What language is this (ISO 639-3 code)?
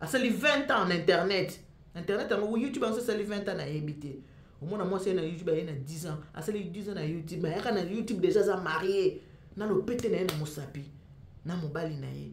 lin